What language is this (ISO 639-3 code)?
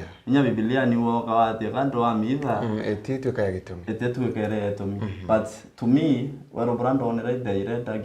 mer